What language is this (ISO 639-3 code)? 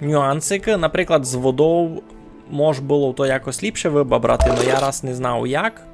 rue